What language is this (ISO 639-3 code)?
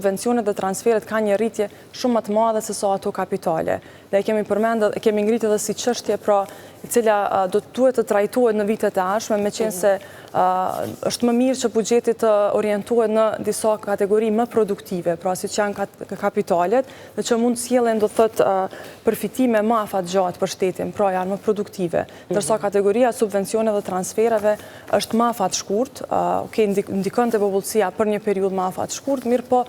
sqi